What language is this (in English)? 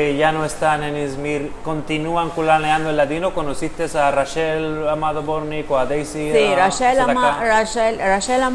Ladino